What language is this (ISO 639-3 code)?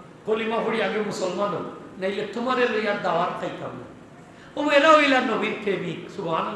syl